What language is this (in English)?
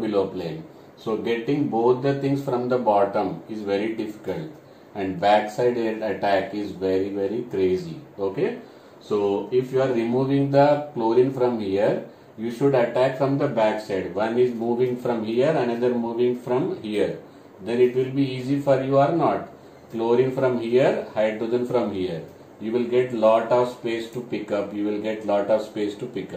English